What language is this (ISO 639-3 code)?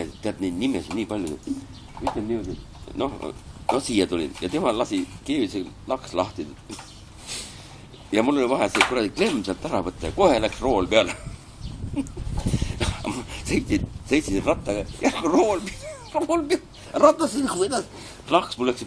est